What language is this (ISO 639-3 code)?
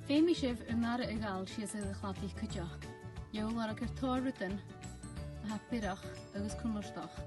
gla